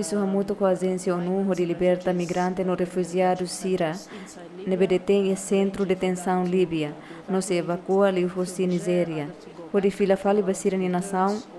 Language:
Tetum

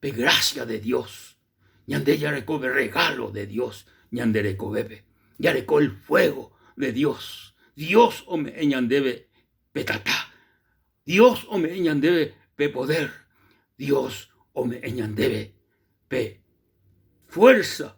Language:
Guarani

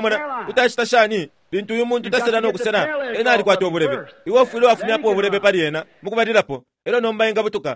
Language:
Bemba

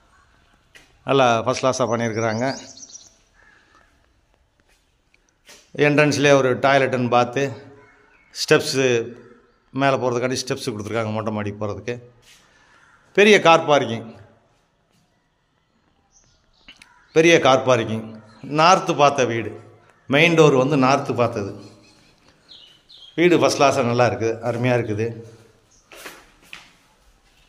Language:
Tamil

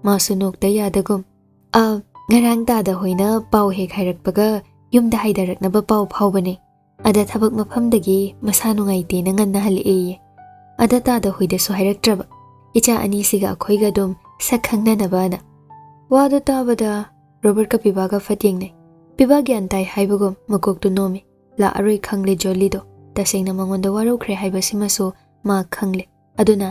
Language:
Manipuri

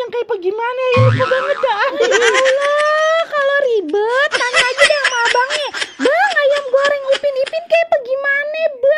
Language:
Betawi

